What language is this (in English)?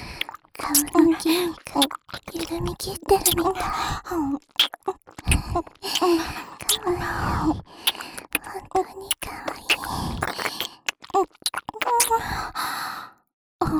Japanese